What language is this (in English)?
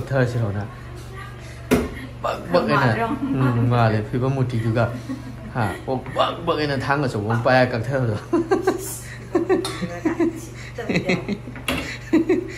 Manipuri